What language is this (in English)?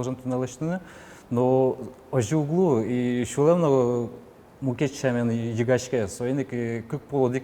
Udmurt